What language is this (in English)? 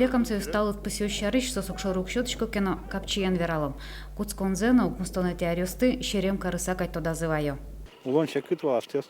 Udmurt